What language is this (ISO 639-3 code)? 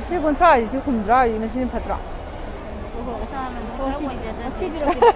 mni